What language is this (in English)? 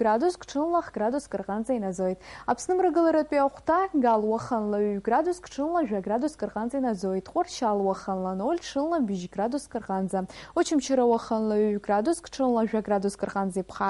Abkhazian